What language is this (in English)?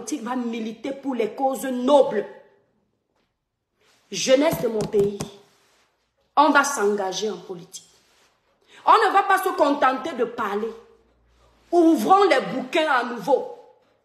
French